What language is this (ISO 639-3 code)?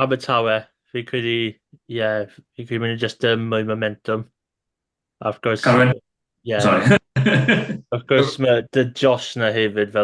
cym